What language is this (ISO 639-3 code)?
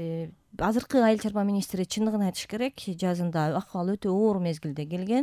kir